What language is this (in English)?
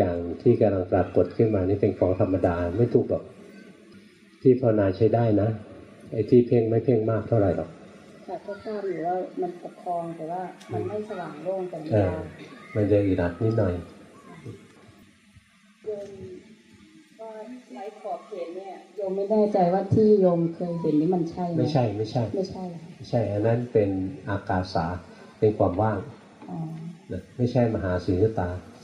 Thai